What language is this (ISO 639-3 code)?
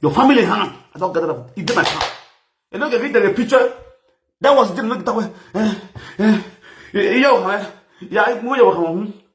pcm